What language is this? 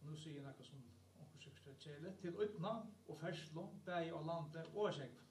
Faroese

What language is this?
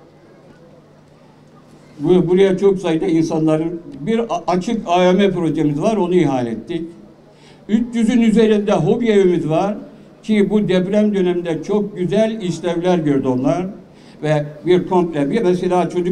Turkish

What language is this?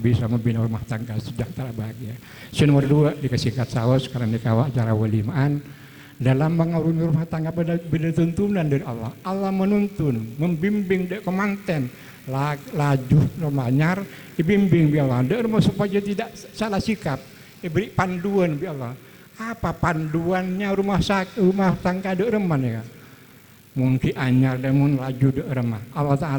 Madurese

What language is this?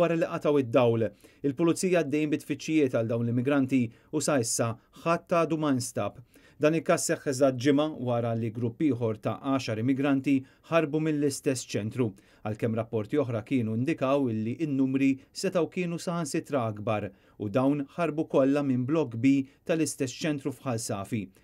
Maltese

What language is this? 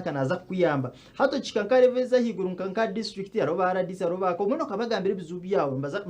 Nyankole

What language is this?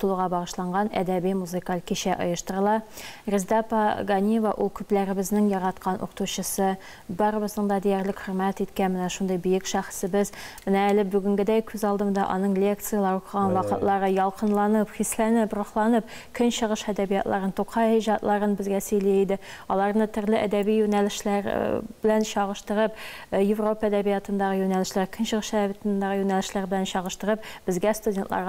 Tatar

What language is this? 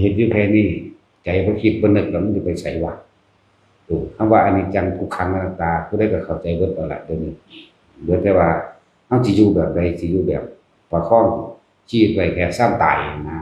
Northeastern Thai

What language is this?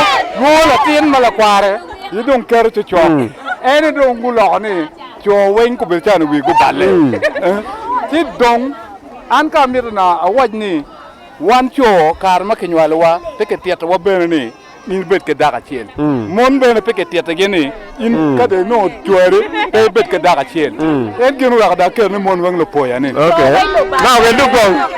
Acoli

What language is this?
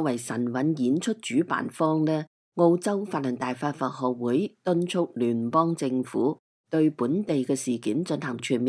Cantonese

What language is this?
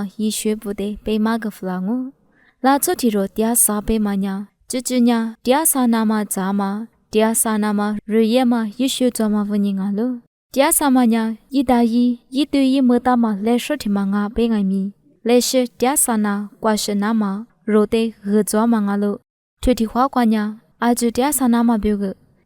Lisu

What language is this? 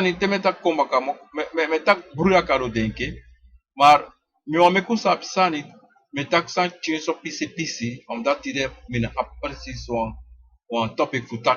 Sranan Tongo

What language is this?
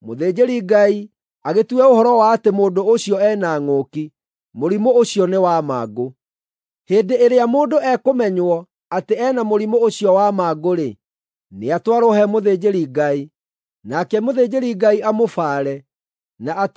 Kikuyu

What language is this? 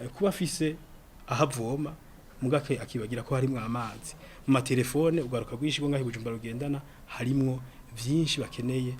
Rundi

